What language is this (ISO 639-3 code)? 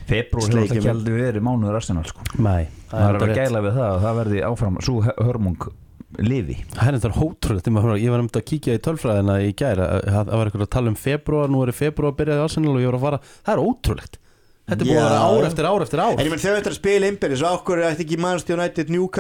isl